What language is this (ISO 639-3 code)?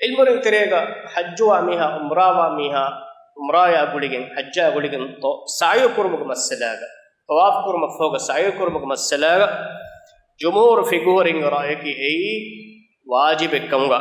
div